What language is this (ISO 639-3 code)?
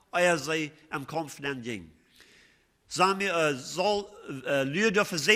pdt